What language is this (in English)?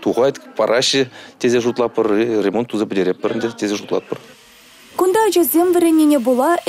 Chuvash